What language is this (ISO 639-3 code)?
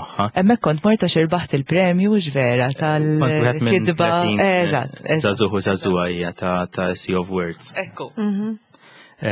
mlt